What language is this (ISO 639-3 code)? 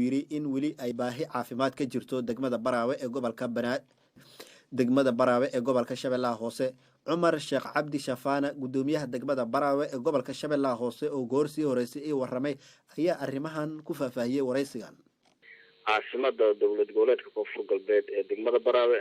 som